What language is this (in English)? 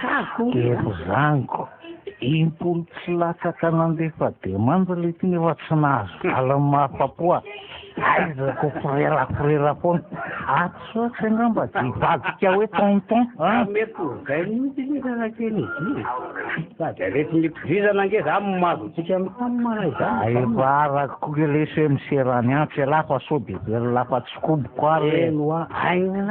Malagasy